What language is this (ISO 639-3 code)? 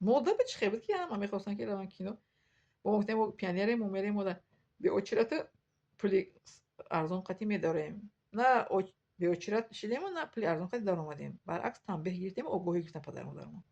tgk